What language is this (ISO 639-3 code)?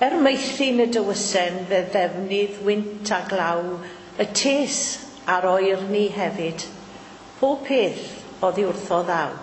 cym